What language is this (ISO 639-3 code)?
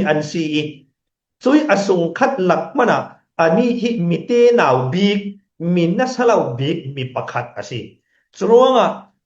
cfm